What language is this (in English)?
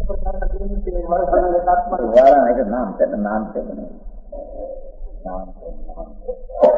Gujarati